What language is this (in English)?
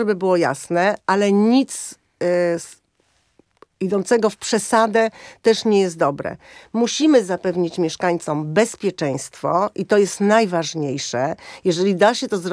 Polish